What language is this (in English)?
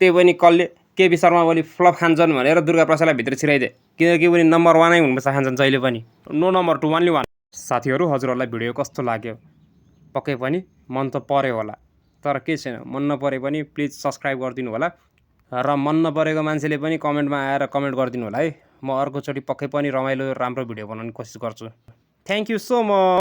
Nepali